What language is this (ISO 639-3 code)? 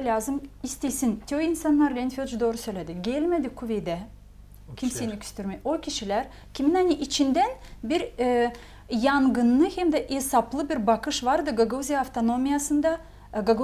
gag